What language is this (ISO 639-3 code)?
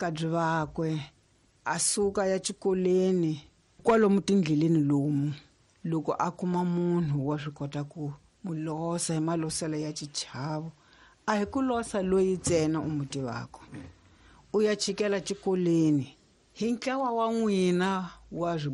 tso